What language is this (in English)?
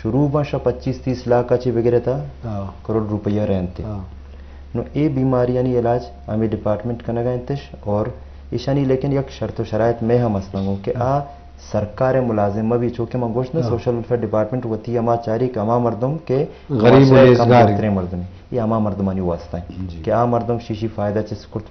Eastern Balochi